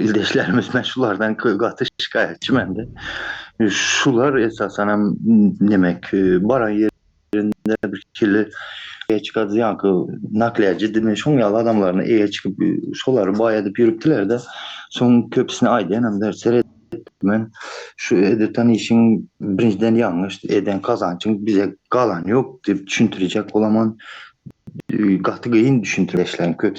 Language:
Turkmen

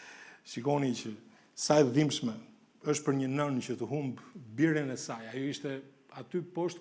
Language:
Albanian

